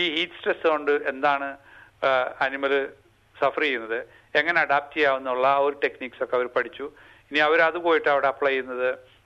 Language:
Malayalam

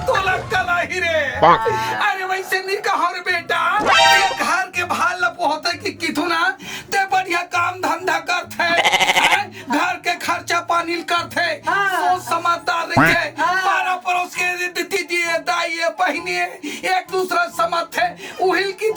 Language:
Chhattisgarhi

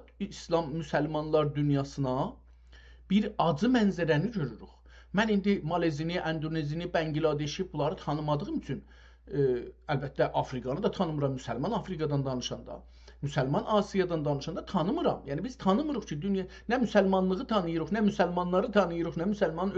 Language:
South Azerbaijani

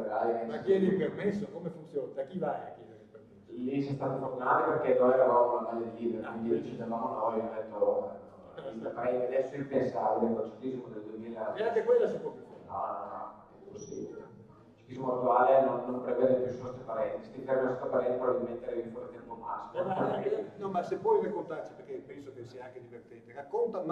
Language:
Italian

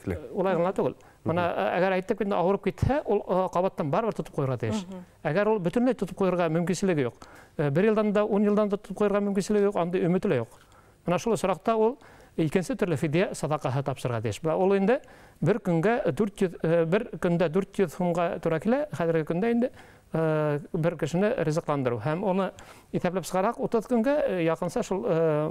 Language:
Bashkir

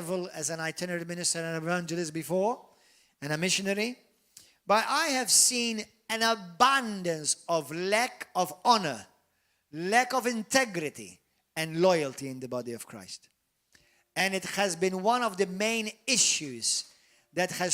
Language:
English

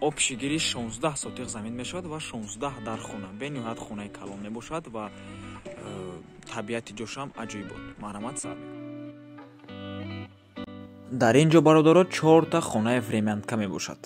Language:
Tajik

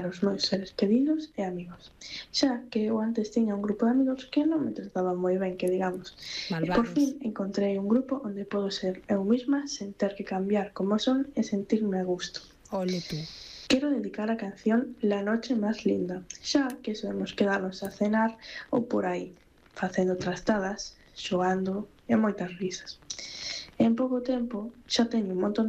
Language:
Galician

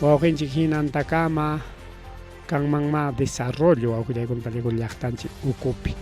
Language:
Ayacucho Quechua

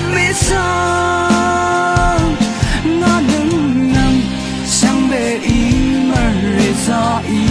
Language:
Rawang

